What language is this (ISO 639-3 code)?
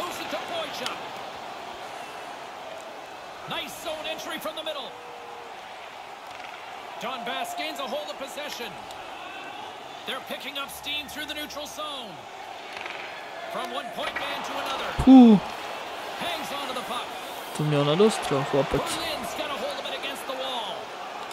ces